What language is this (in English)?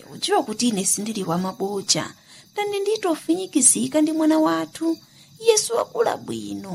Nyanja